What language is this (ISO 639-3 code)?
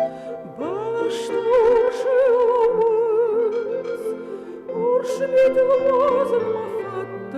oss